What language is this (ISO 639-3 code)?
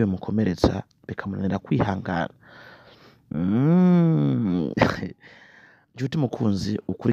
run